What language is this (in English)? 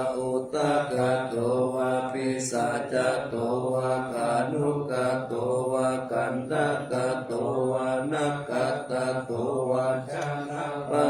Pali